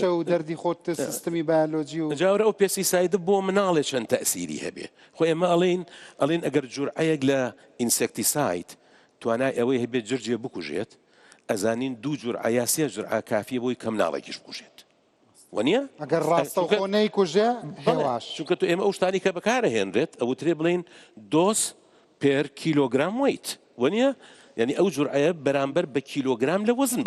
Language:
Central Kurdish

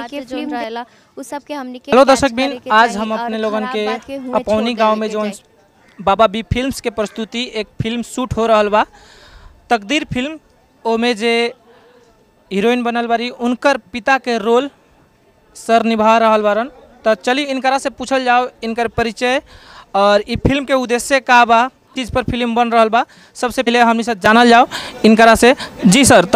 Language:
Bhojpuri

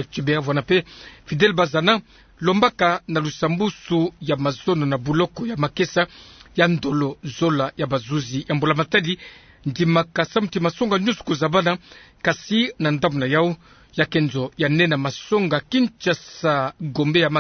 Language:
Kituba (Democratic Republic of Congo)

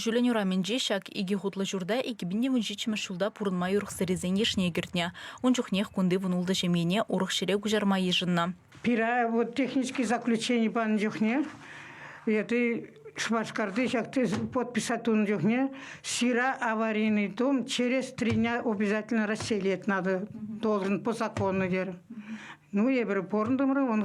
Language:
Chuvash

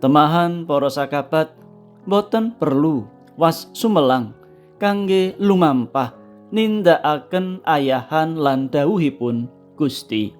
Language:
Javanese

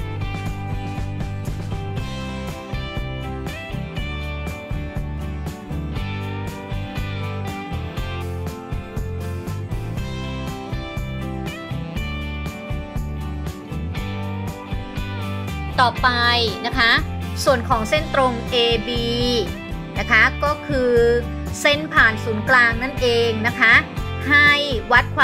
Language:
Thai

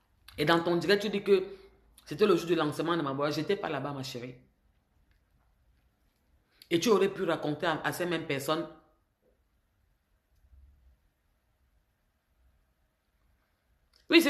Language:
French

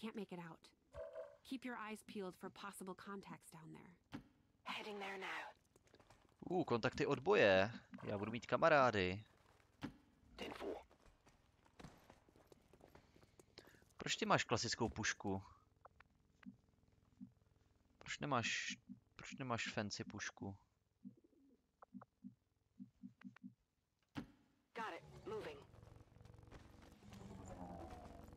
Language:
Czech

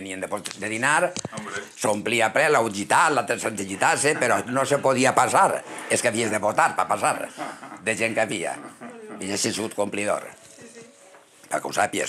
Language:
Catalan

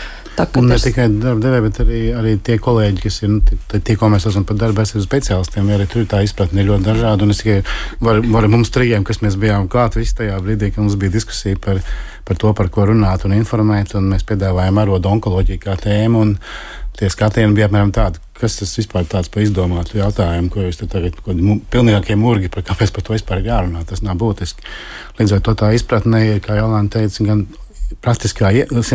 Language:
Latvian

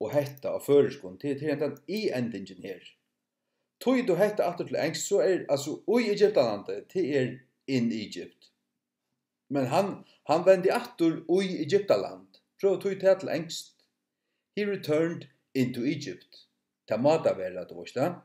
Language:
Faroese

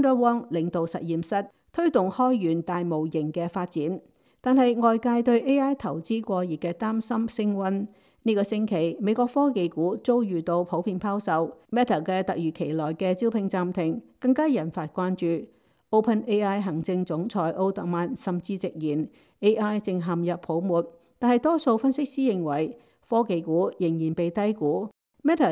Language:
Cantonese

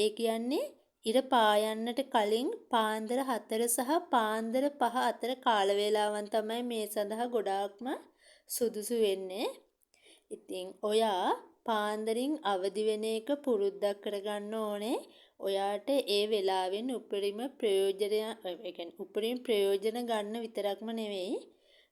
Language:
Sinhala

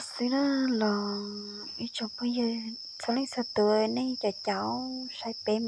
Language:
Hmong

